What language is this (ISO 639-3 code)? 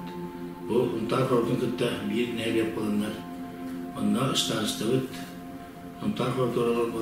sah